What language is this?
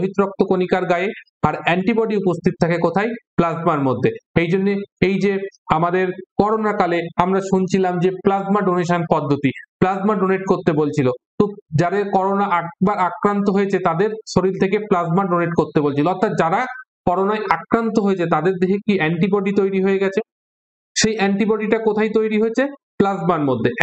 Bangla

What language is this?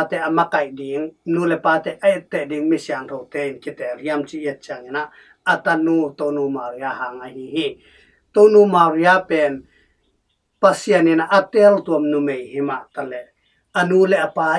Tedim Chin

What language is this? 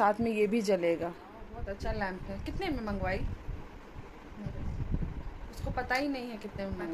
Hindi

